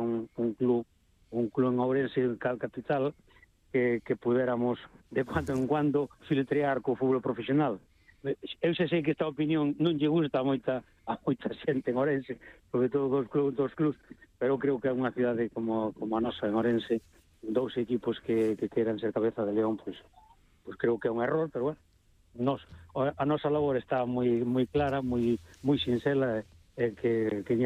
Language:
Galician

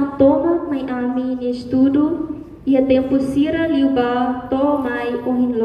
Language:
Tetum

